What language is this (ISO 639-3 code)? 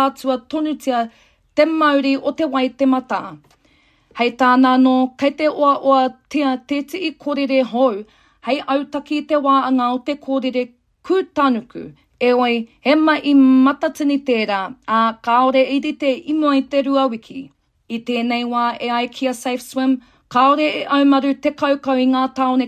mri